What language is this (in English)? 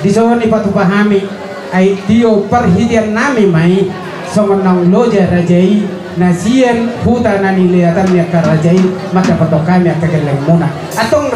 Batak Toba